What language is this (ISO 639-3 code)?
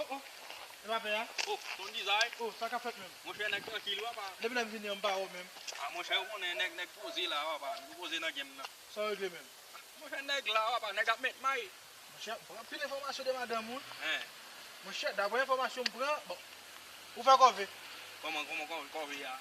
hat